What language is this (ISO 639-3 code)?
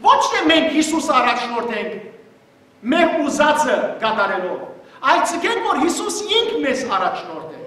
hyw